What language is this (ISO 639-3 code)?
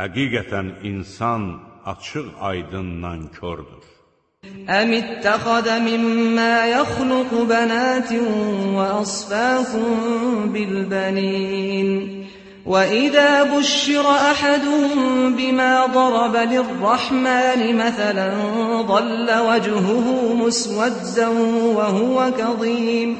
aze